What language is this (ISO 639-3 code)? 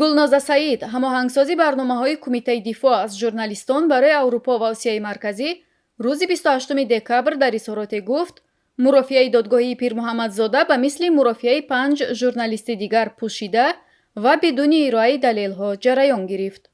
tgk